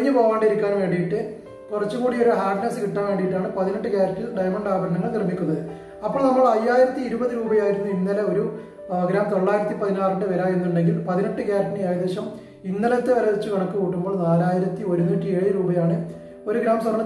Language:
Malayalam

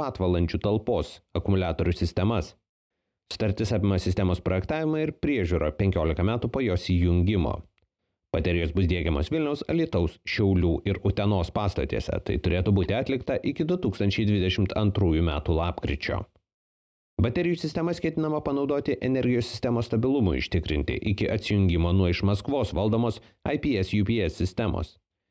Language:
Lithuanian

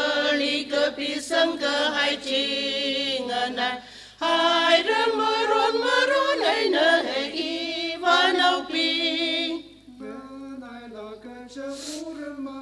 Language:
Tangkhul Naga (India)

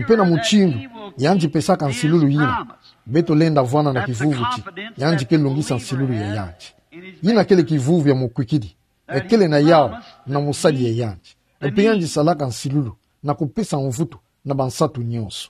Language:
Kituba (Democratic Republic of Congo)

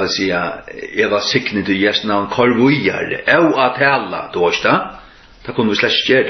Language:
Faroese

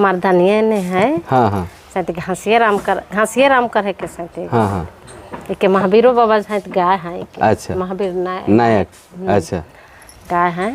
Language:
Sadri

